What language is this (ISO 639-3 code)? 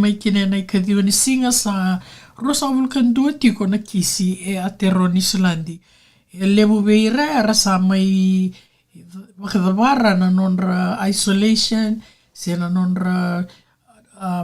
fij